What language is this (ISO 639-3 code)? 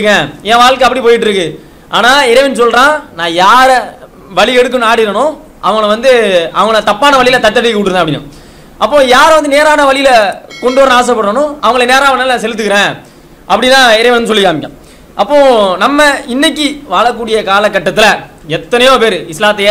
tam